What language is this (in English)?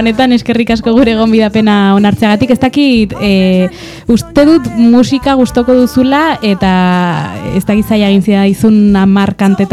Basque